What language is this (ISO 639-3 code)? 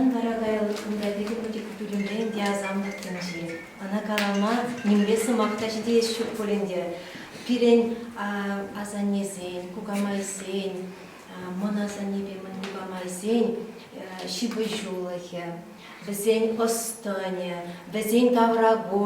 chv